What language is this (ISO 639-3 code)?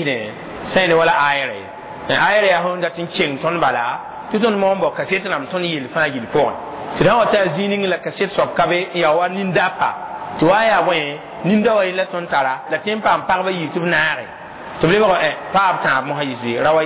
mos